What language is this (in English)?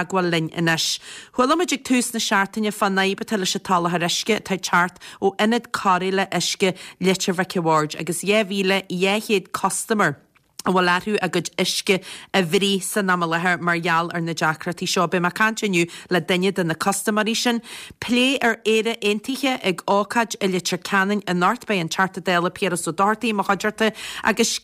Irish